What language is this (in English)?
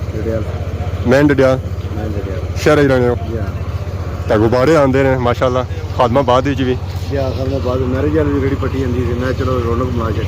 Pahari-Potwari